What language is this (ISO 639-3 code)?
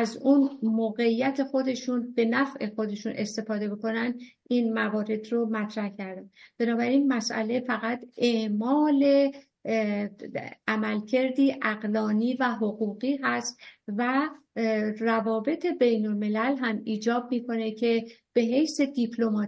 fas